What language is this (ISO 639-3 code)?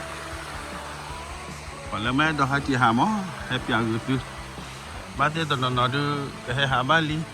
ksw